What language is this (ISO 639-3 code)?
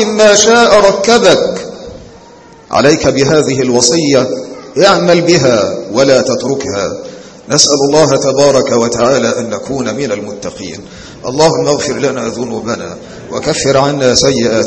ara